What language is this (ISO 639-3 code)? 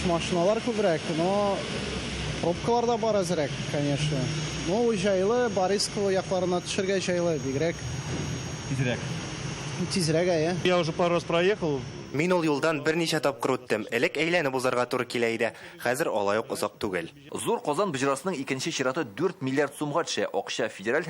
tat